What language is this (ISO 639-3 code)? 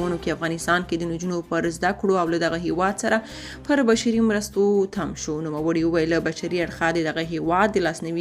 pus